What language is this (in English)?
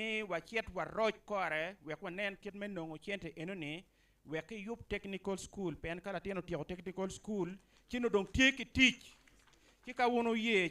Acoli